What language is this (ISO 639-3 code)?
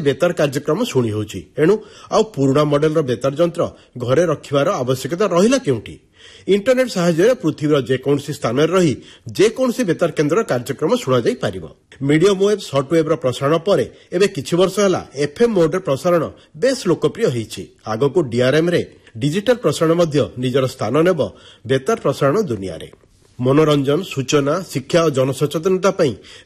ori